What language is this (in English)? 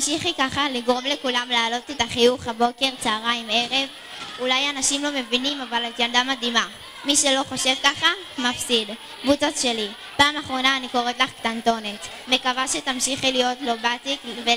Hebrew